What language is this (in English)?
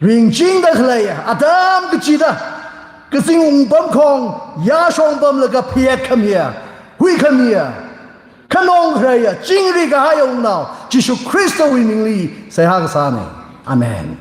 Tangkhul Naga (India)